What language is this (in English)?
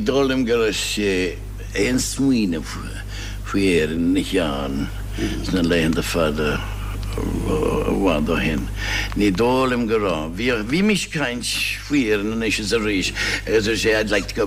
Irish